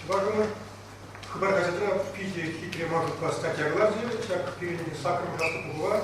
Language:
Chuvash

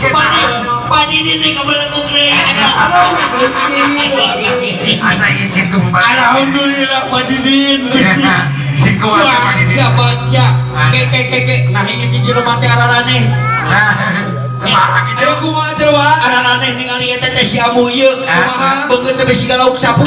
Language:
Sundanese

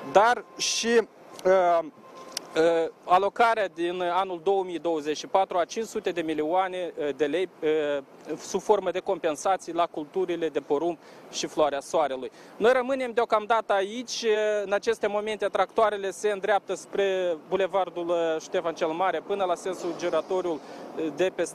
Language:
Romanian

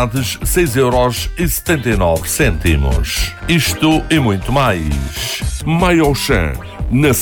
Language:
Portuguese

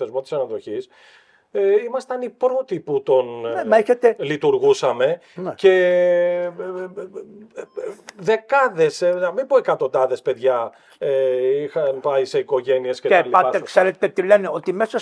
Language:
Greek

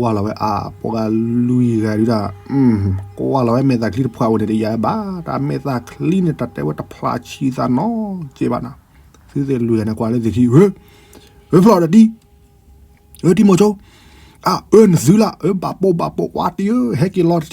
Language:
S'gaw Karen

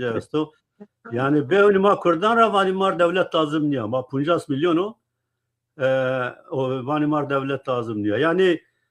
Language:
Zaza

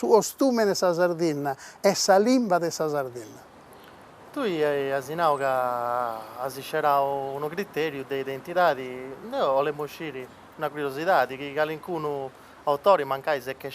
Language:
Sardinian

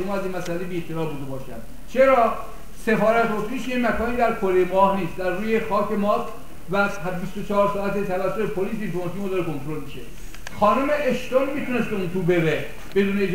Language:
Persian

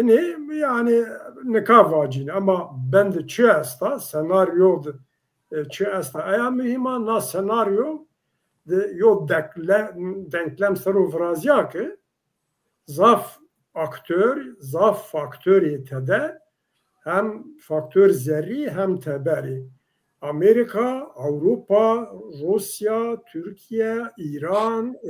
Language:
Zaza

